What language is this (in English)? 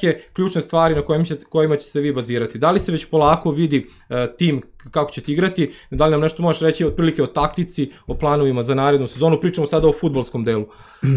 Serbian